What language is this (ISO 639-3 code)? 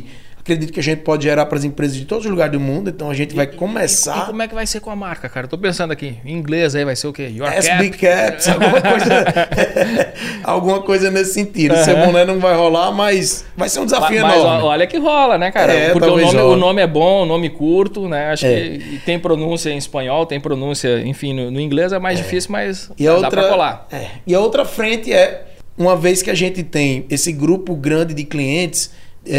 por